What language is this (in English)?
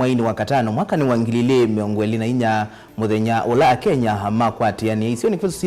Kamba